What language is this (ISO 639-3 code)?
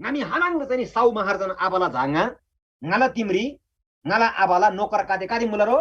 taj